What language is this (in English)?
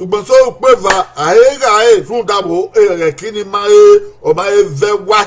Bini